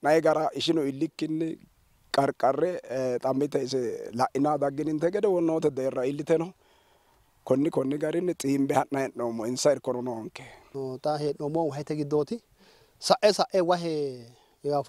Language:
Sidamo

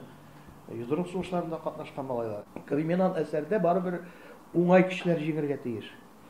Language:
Tatar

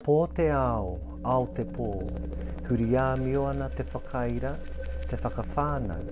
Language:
Māori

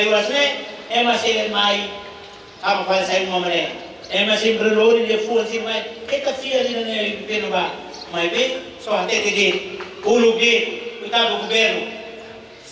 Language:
Tetum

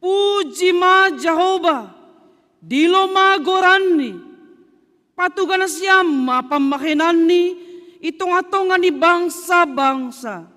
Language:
Batak Simalungun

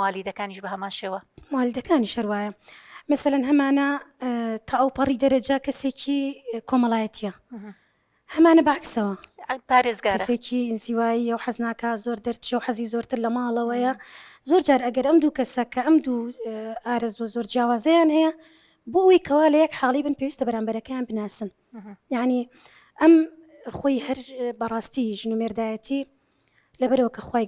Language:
Central Kurdish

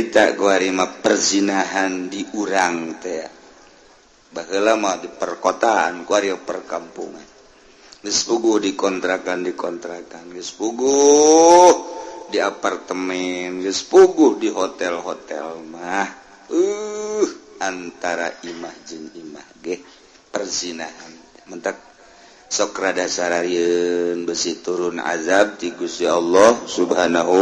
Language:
Sundanese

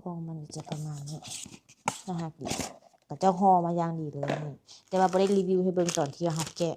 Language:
Lao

